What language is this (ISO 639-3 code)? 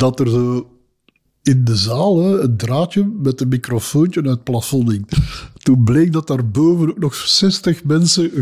nld